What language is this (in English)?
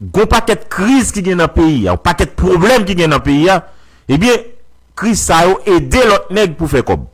Haitian Creole